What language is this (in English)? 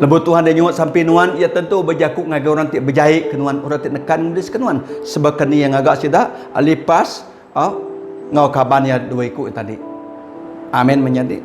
Iban